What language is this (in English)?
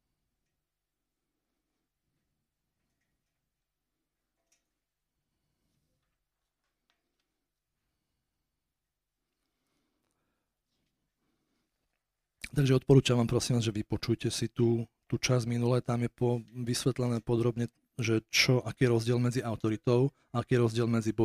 Slovak